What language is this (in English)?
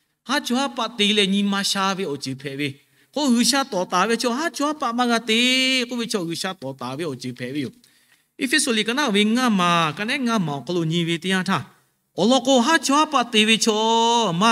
Lahu